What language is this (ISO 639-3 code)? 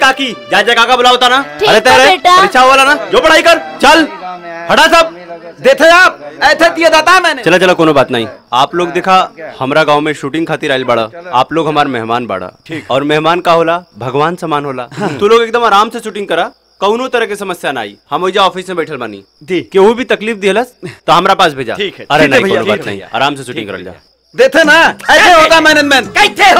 bho